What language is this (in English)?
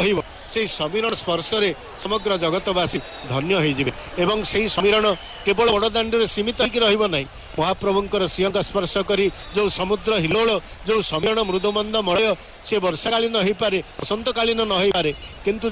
Odia